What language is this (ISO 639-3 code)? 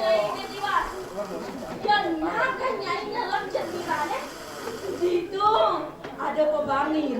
ban